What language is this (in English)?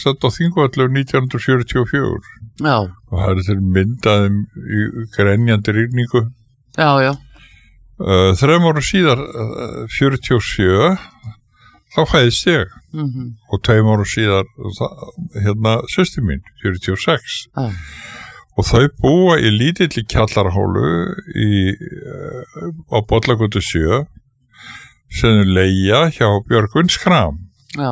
Icelandic